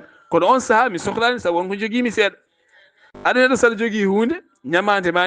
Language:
Fula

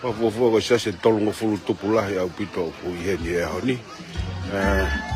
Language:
Tongan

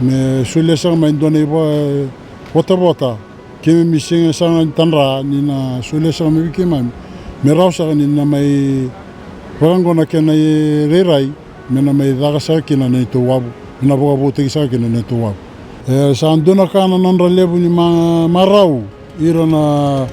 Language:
Fijian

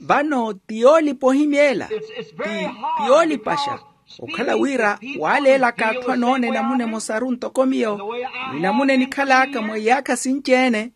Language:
Makhuwa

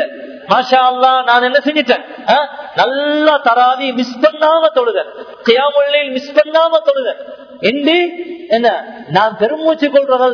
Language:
Tamil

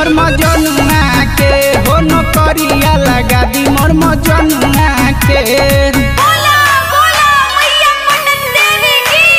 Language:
Bhojpuri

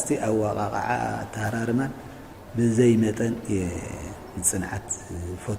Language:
Tigrinya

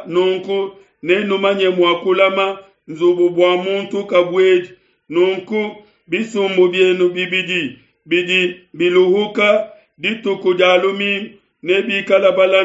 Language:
Luba-Lulua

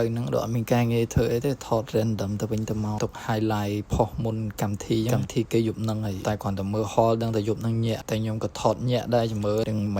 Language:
Khmer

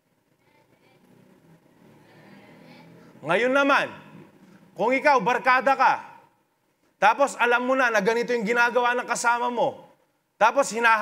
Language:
Filipino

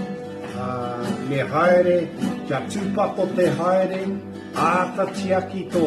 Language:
Māori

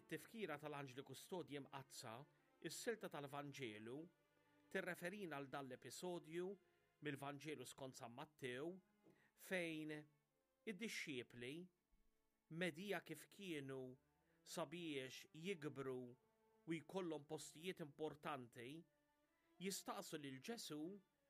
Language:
Maltese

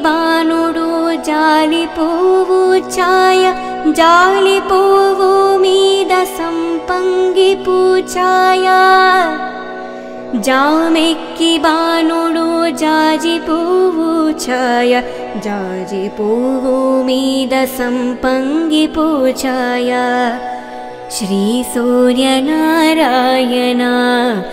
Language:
Telugu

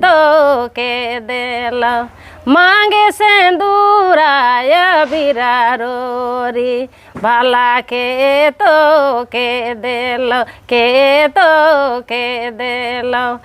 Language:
Sadri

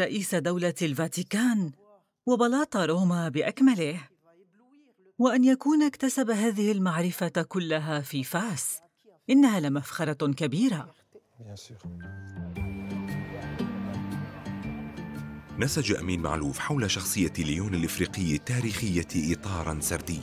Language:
Arabic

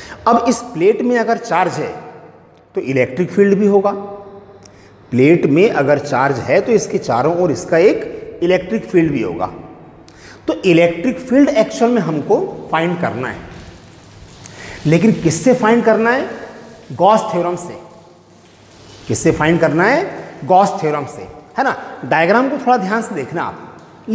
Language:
Hindi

